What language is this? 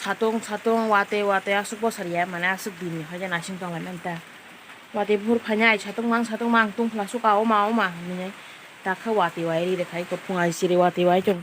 Kok Borok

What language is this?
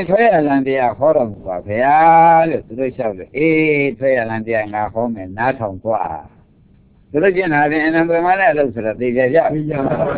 Burmese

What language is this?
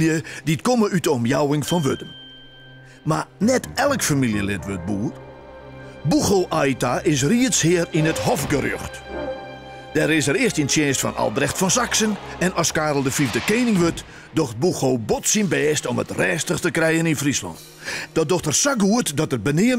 Western Frisian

